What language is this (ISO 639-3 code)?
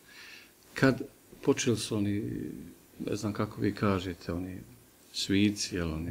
bos